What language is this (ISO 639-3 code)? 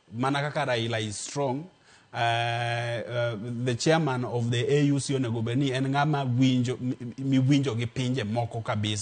luo